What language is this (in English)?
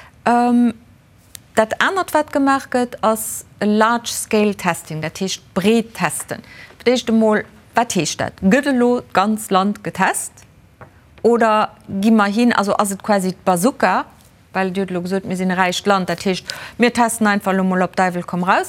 Luxembourgish